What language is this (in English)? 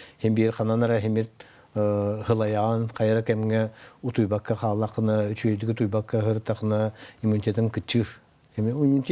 Yakut